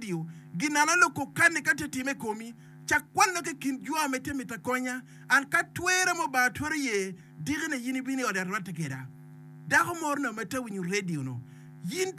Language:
Acoli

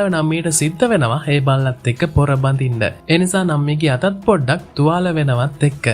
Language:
Sinhala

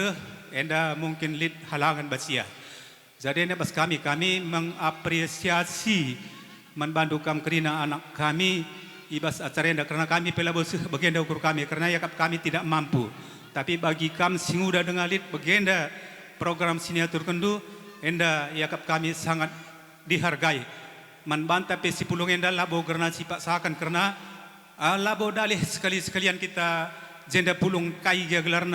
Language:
Batak Karo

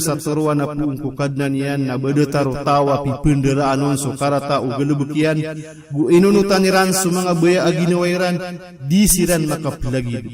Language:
Maranao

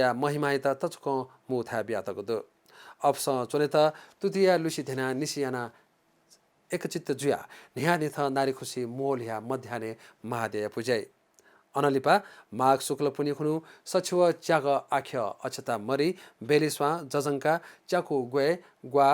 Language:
Newari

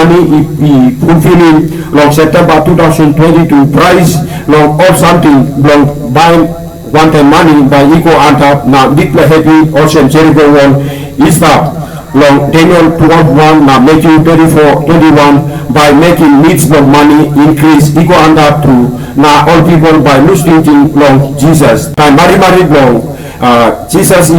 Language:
Tok Pisin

